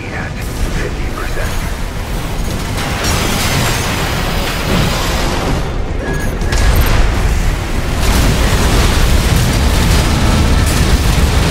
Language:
English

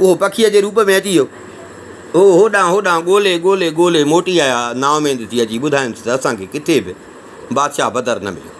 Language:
Sindhi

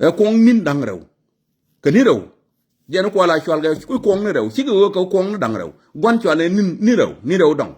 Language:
Nuer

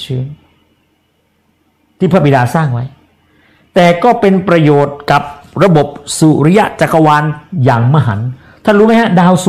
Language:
Thai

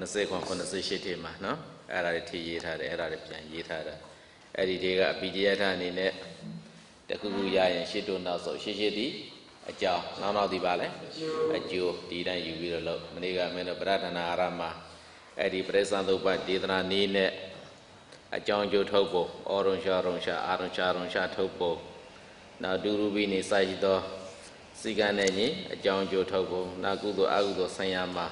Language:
Burmese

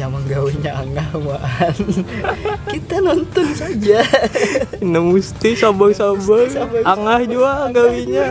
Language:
Banjar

